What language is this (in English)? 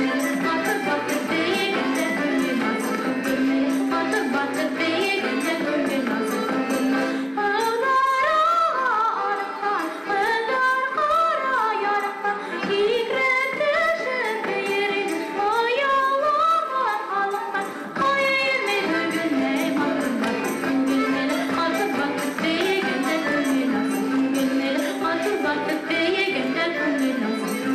Bashkir